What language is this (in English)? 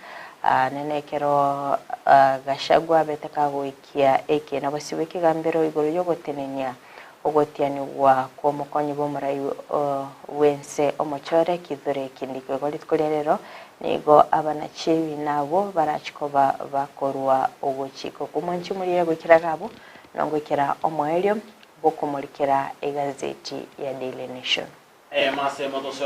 Gusii